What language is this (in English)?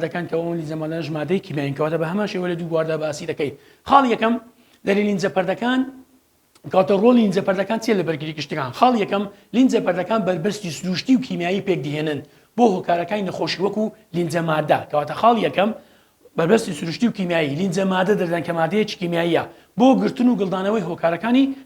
Central Kurdish